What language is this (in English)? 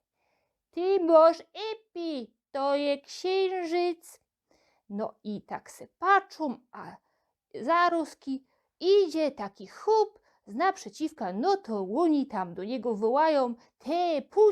Silesian